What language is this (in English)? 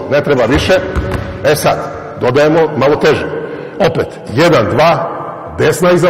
Serbian